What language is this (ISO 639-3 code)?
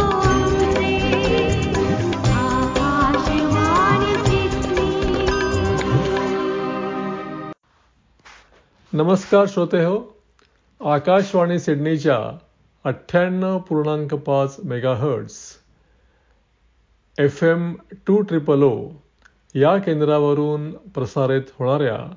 mar